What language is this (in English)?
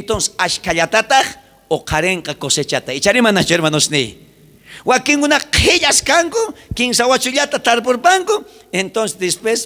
South Bolivian Quechua